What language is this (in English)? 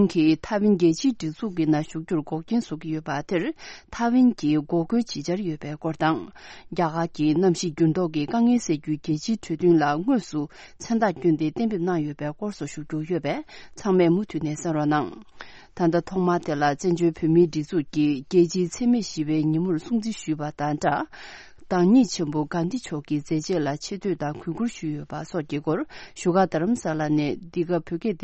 Tibetan